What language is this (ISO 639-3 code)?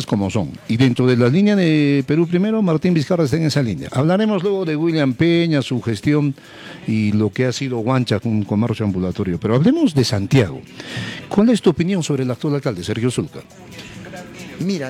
spa